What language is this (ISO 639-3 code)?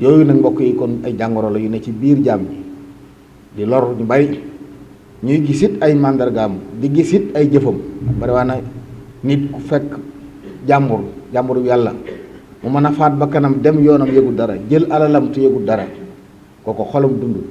wol